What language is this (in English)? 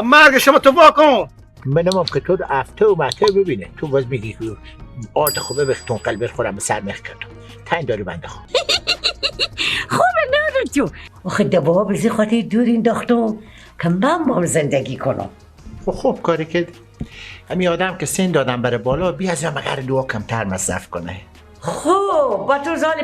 Persian